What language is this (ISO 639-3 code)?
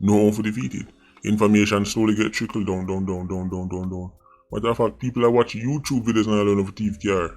jam